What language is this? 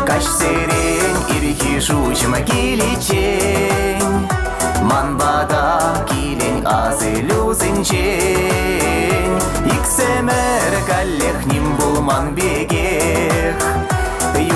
Chuvash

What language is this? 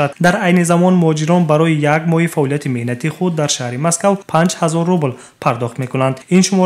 Tajik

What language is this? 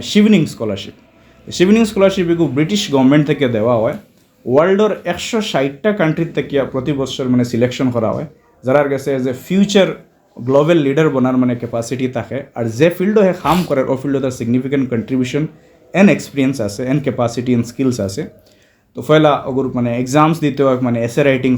Sylheti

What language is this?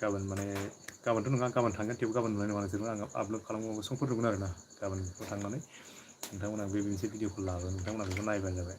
Bodo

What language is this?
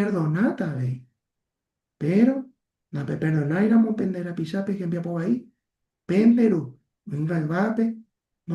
Guarani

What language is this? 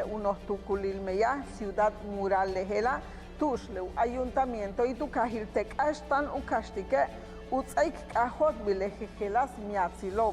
Yucateco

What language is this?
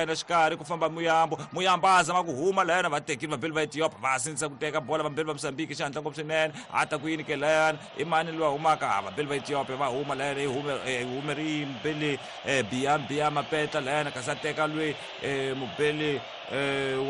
Tsonga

